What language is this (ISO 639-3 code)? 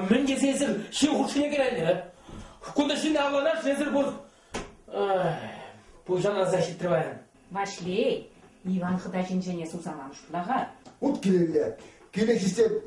chv